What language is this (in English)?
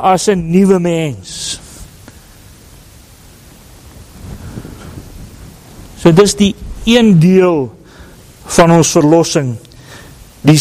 Afrikaans